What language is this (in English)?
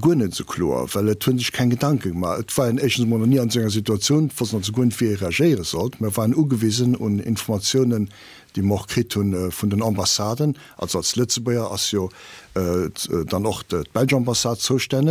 Luxembourgish